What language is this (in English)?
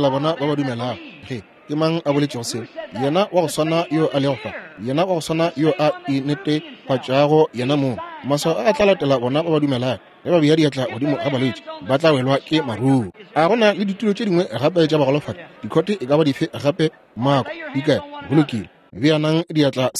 Northern Sotho